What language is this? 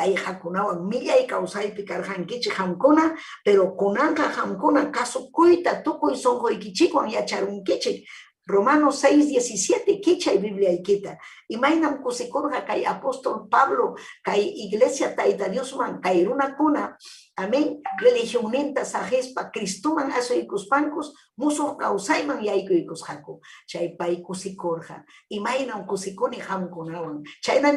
Ayacucho Quechua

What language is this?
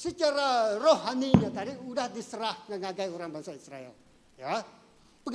Iban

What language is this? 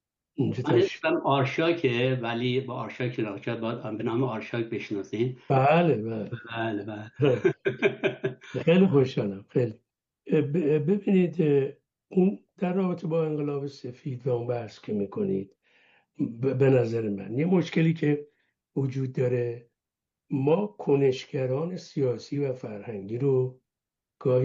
Persian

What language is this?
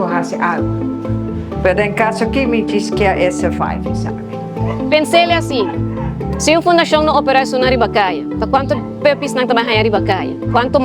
Papiamento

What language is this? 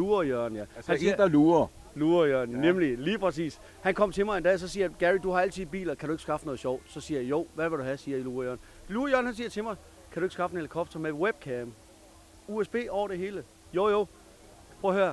Danish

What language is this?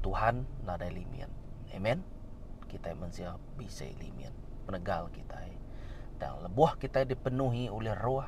Iban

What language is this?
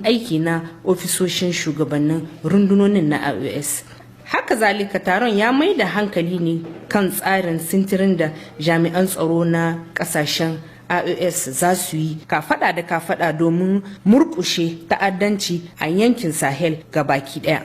Hausa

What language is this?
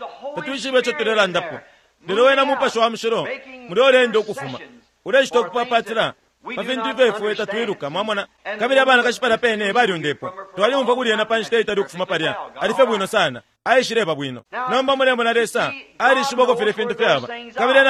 Bemba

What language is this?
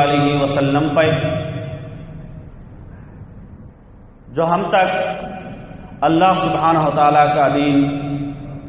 Urdu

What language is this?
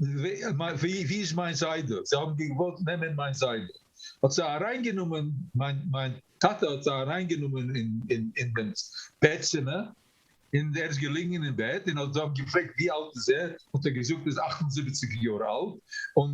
Yiddish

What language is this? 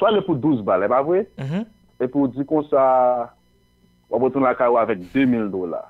Haitian Creole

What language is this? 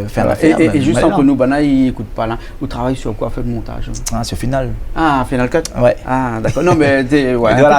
Réunion Creole French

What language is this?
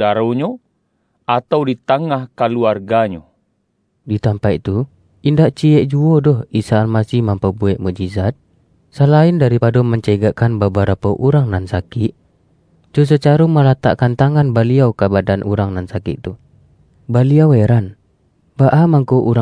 Minangkabau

